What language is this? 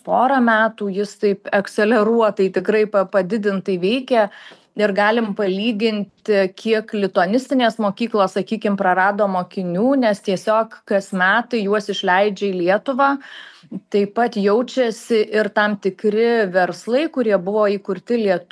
Lithuanian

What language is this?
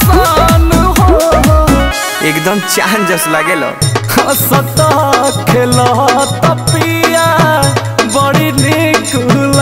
Bhojpuri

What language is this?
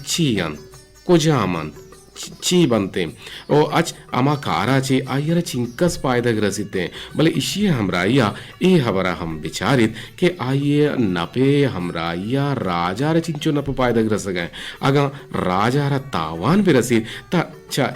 Eastern Balochi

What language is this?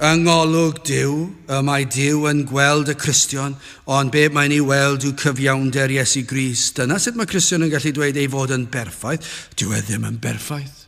Welsh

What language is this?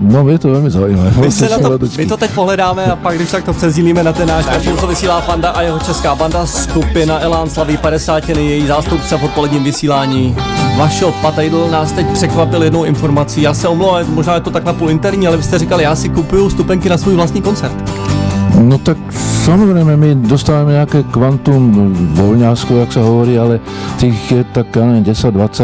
Czech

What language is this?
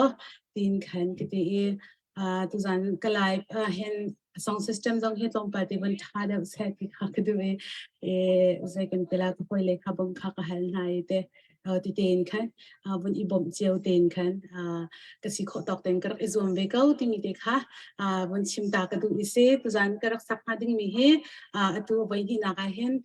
Hakha Chin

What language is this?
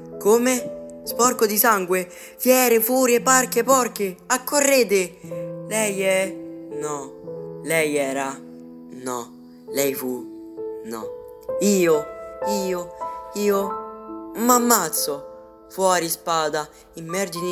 Italian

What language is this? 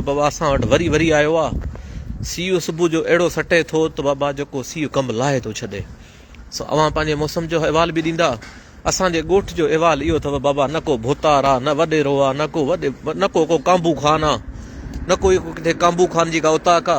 Sindhi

